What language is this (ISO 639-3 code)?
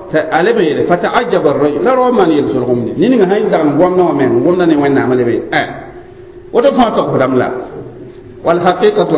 mos